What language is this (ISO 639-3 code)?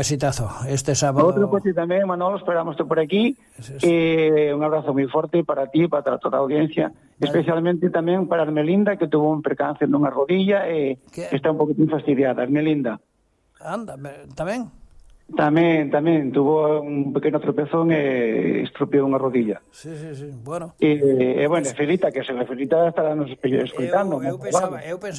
glg